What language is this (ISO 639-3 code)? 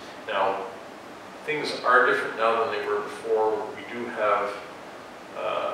eng